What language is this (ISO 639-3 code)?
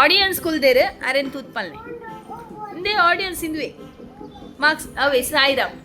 tcy